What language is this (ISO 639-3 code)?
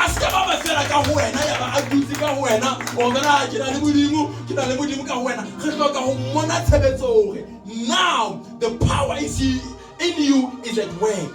sot